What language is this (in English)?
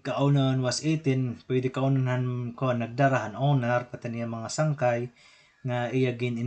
Waray